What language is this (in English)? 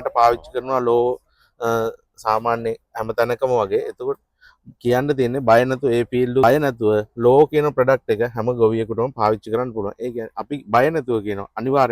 Sinhala